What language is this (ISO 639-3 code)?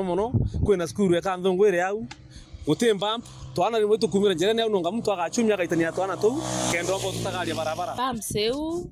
mer